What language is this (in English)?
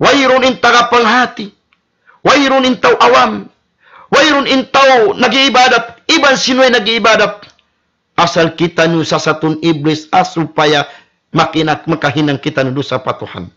Tausug